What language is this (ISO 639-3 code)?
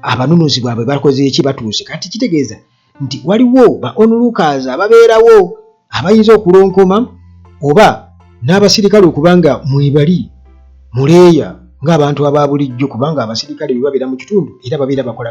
lug